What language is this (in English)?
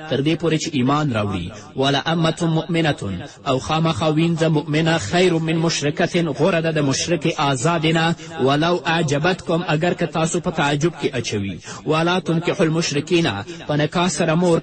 Pashto